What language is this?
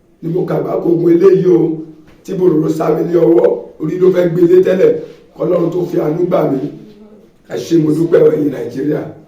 Yoruba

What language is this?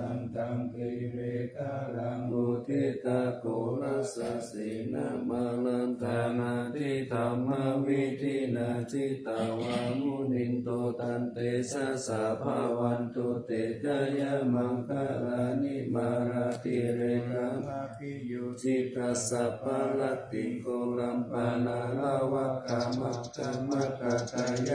Pali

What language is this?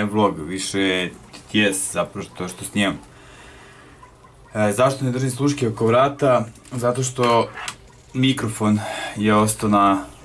Serbian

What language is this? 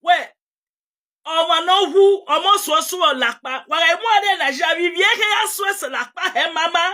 Nigerian Pidgin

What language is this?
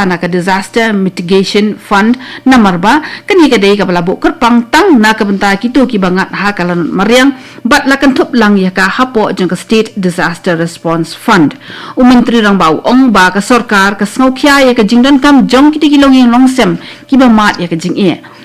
Khasi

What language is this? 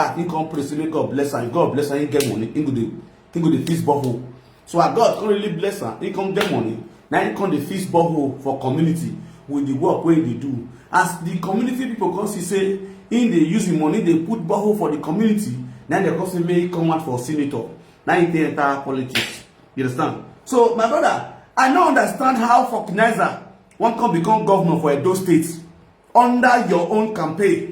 Nigerian Pidgin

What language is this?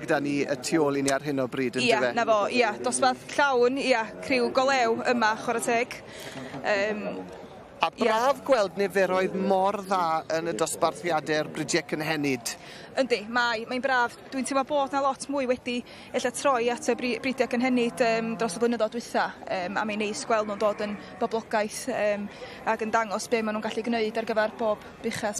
Welsh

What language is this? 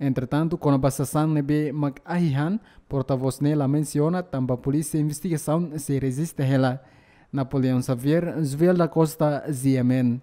Tetum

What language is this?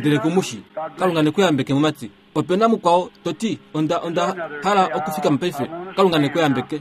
Kuanyama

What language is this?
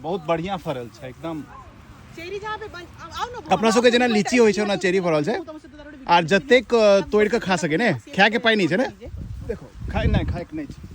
Maithili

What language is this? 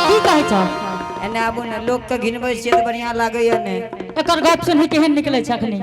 Angika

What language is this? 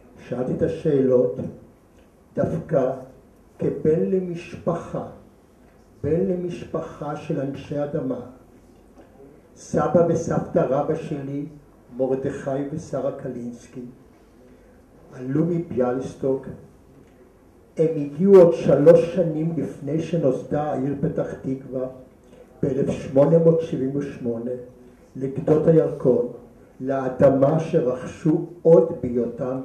Hebrew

